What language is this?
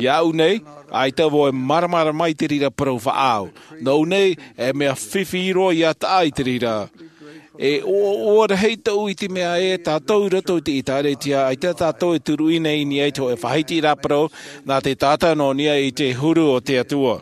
Tahitian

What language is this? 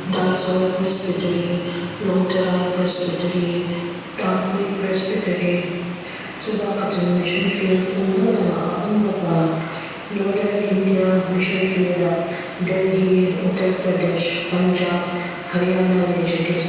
Hmar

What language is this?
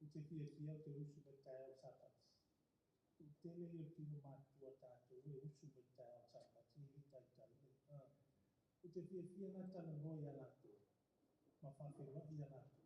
Samoan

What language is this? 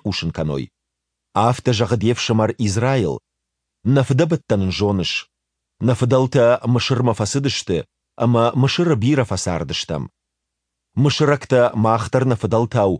Ossetic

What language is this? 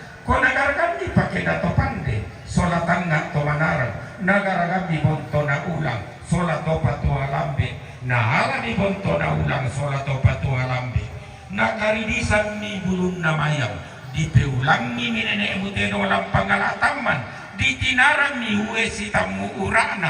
Toraja-Sa'dan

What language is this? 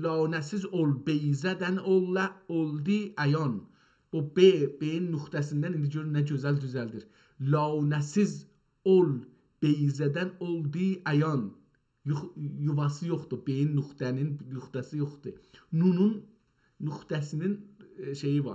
South Azerbaijani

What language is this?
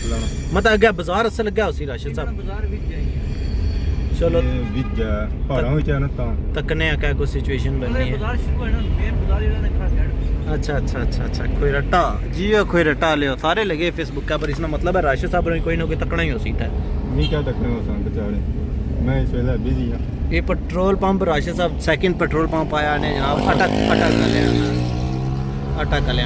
Pahari-Potwari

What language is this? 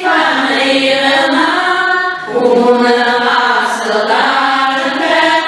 Bashkir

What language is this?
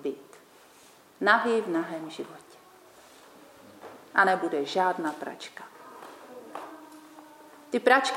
Czech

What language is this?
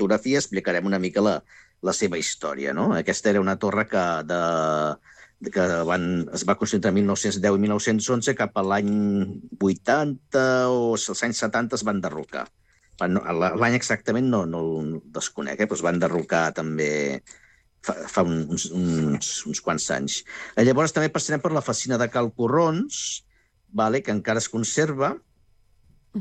Catalan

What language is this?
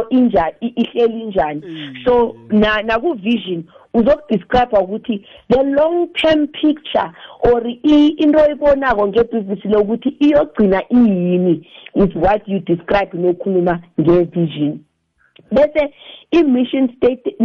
South Ndebele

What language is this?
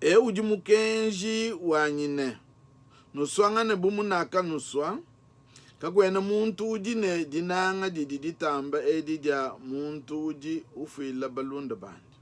Luba-Lulua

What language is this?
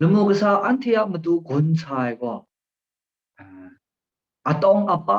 Kachin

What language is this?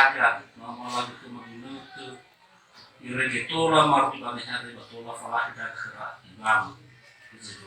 Nias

